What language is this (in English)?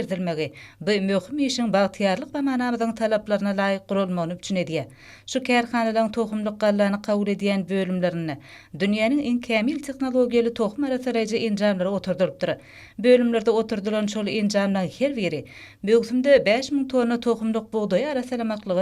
Turkmen